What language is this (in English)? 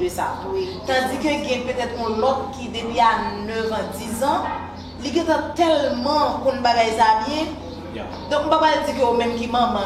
Haitian Creole